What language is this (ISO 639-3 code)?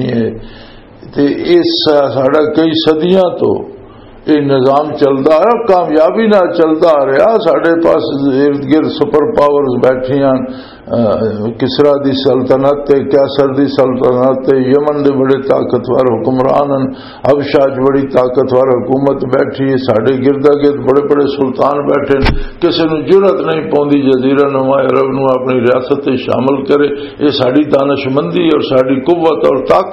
lah